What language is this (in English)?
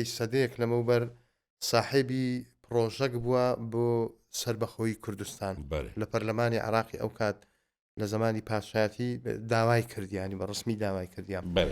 Central Kurdish